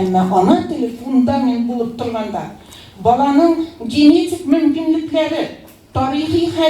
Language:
Tatar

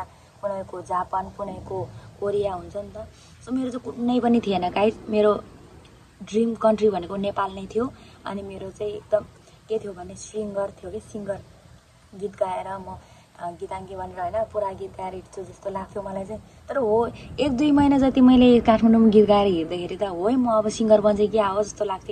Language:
Nepali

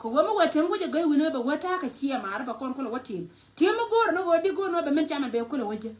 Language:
Nuer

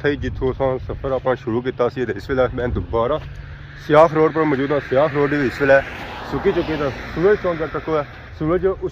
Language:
Pahari-Potwari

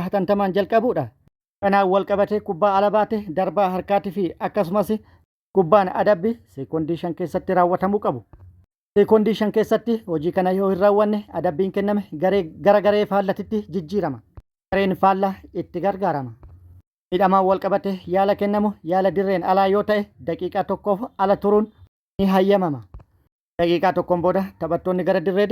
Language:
Oromo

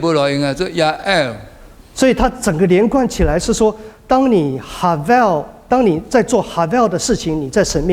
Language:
Min Nan Chinese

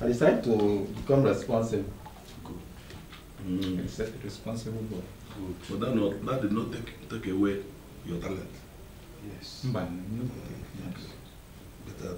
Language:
Nigerian Pidgin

